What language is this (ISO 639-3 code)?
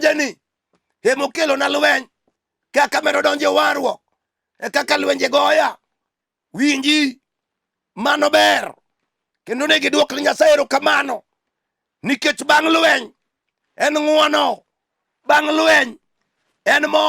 luo